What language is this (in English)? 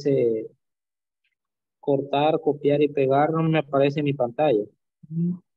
Spanish